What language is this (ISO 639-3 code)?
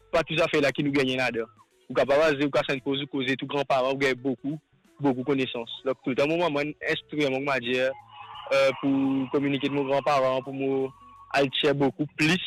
mfe